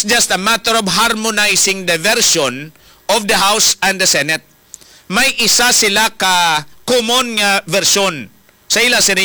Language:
Hiligaynon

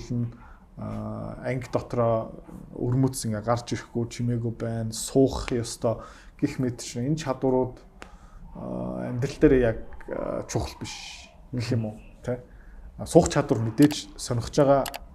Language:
Mongolian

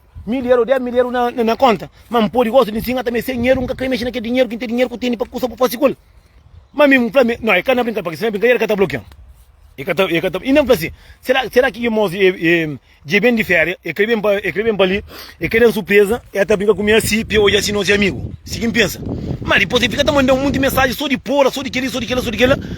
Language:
Kabuverdianu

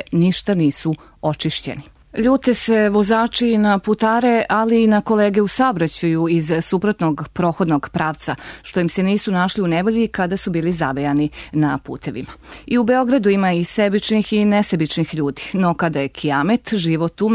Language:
Serbian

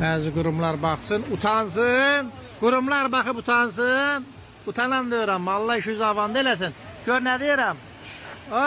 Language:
Azerbaijani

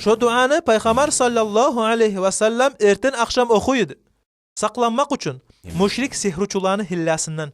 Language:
Kumyk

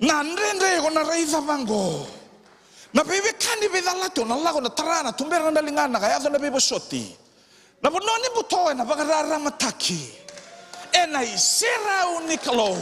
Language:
Fijian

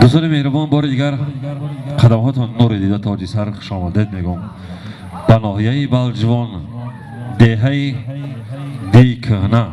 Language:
Tajik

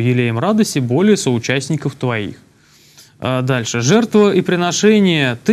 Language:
Russian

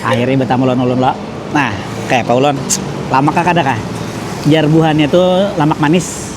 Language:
Banjar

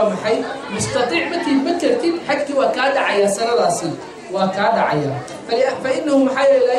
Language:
Somali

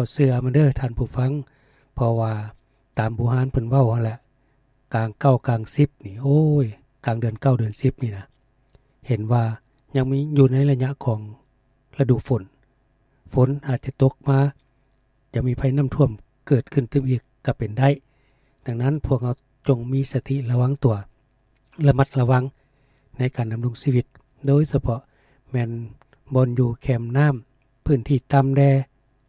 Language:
Lao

